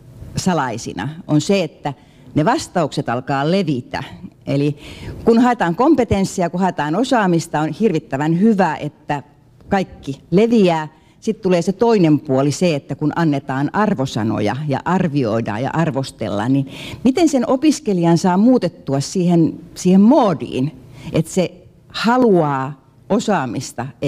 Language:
Finnish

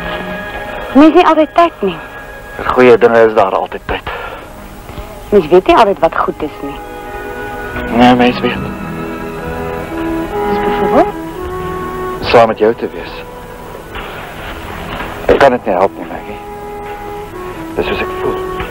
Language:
Afrikaans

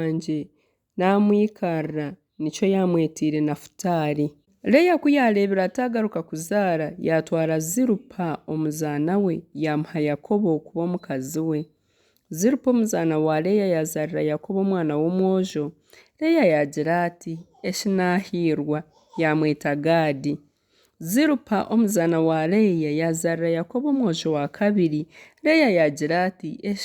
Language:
Nyankole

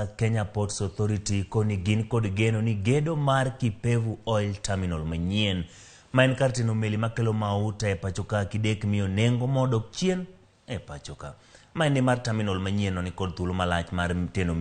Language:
Luo (Kenya and Tanzania)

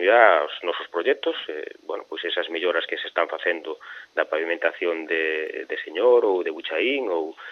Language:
Galician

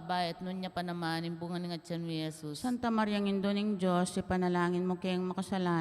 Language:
Pampanga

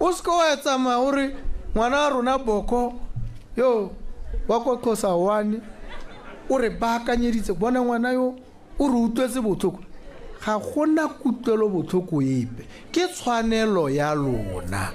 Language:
Tswana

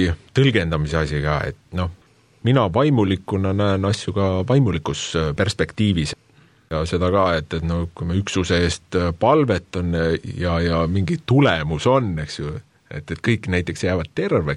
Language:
Estonian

